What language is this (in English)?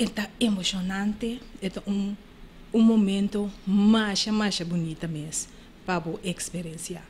Papiamento